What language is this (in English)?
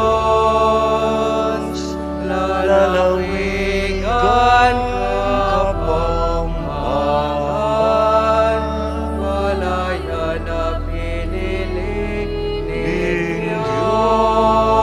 Pampanga